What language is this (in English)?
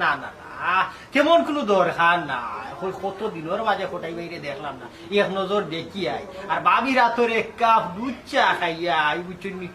Sylheti